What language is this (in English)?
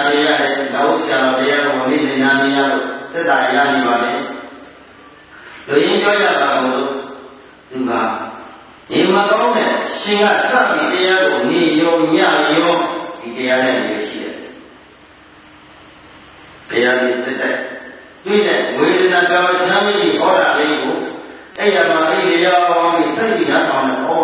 Burmese